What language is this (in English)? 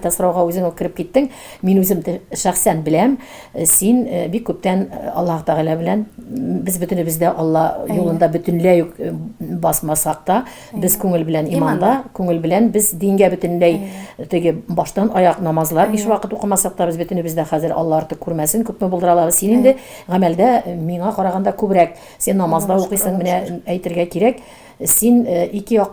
Tatar